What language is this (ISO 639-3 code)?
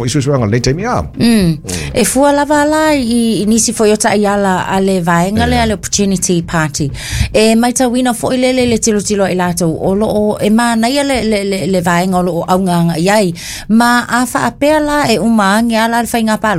smo